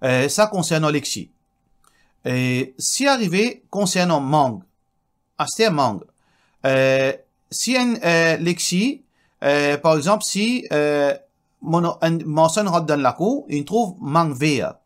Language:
Morisyen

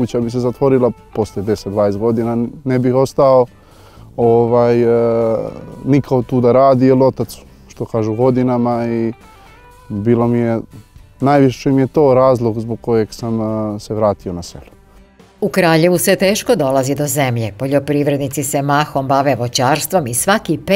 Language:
Serbian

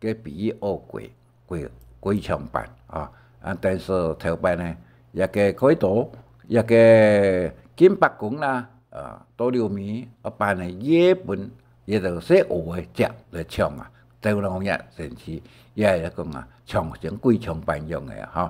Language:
Hakka Chinese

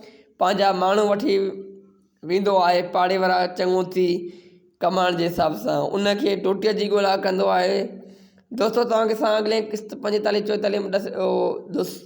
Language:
Sindhi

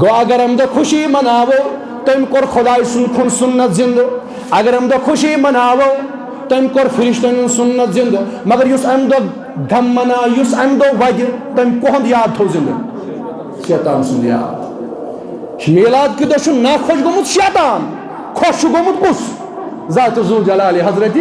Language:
Kashmiri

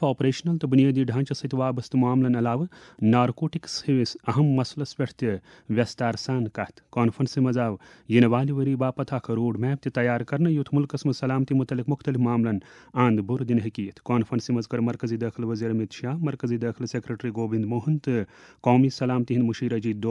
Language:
Kashmiri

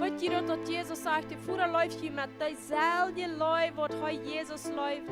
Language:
Plautdietsch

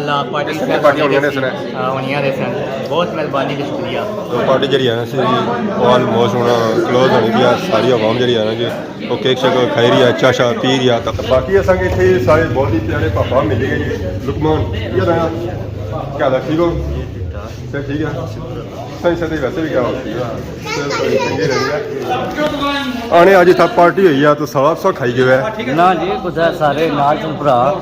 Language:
Pahari-Potwari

